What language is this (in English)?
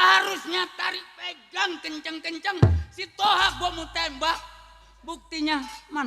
Betawi